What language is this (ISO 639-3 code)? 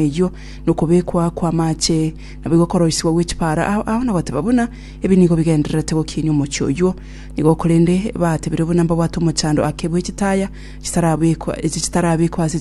guz